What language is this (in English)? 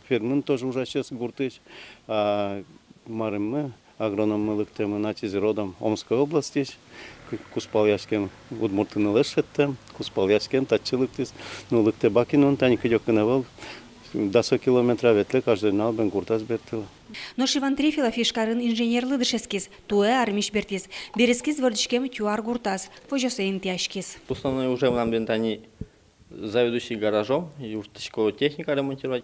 Udmurt